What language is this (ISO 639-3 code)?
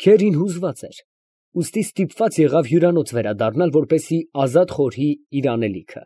hye